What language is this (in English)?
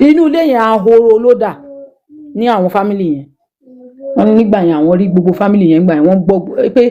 Yoruba